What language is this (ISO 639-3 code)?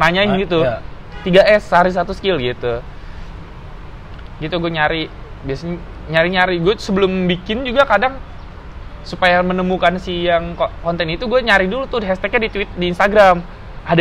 ind